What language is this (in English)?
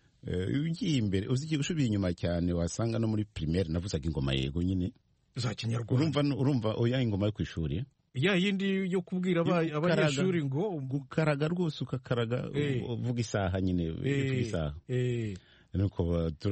Kinyarwanda